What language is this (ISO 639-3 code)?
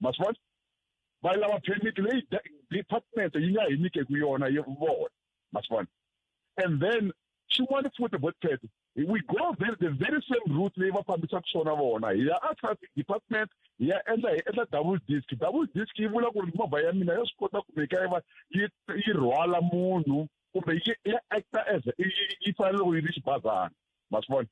tso